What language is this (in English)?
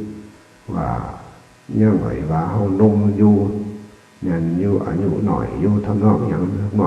Northeastern Thai